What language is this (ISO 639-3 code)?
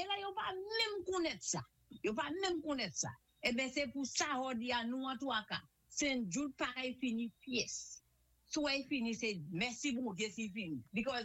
acf